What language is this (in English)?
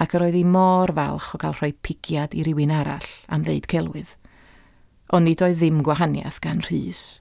Welsh